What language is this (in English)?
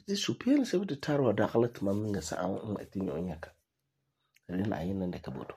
Frafra